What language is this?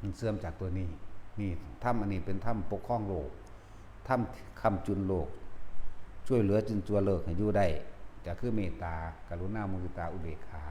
Northeastern Thai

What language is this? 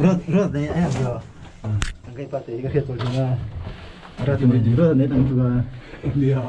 Mizo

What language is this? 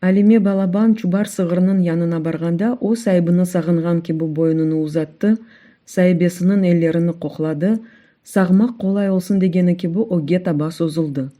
Crimean Tatar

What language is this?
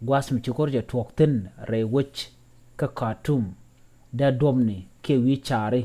Nuer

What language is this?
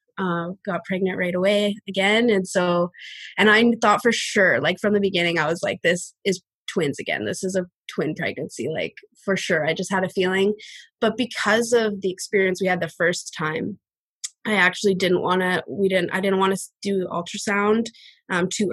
English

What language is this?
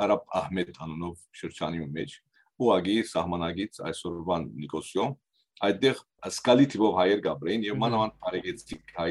Western Armenian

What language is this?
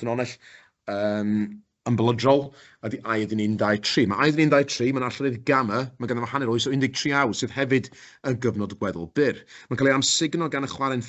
Welsh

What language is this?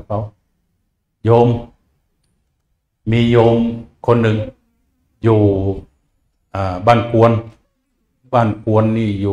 Thai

